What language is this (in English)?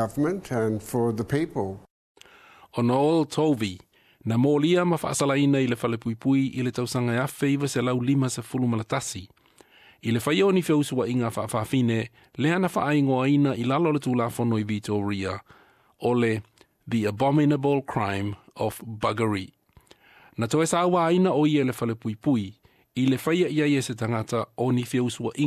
Samoan